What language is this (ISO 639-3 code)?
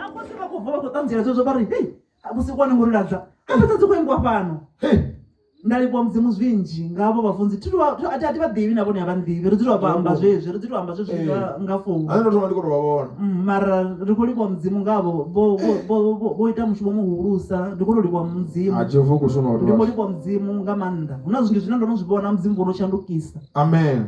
ven